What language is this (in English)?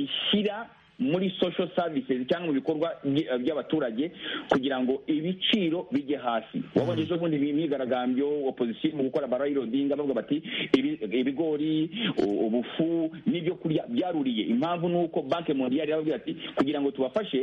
Kinyarwanda